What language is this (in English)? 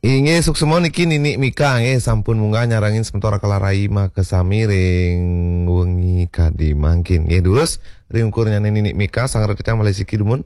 Balinese